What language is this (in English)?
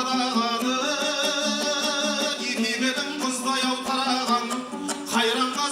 Kazakh